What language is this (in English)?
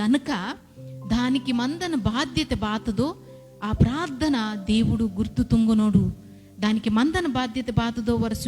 Koya